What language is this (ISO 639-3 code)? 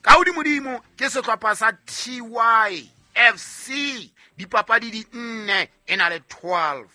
sot